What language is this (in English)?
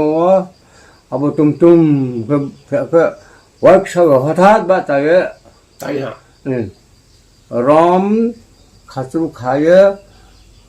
Riang (India)